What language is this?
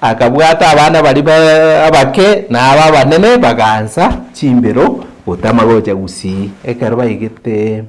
Gusii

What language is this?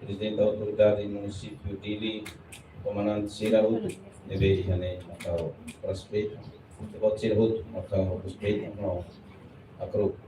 Tetum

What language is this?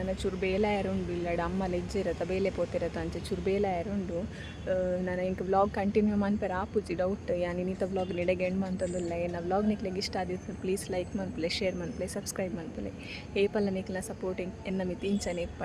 Tulu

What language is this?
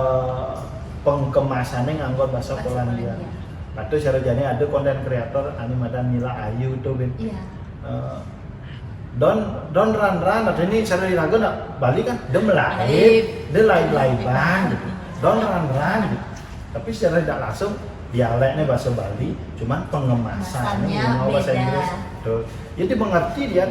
Balinese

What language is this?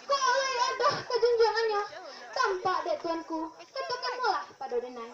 Minangkabau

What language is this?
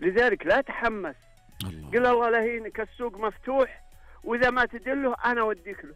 Najdi Arabic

